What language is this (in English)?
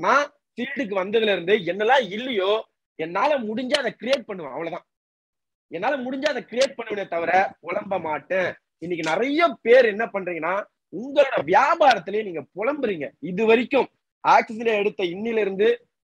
Tamil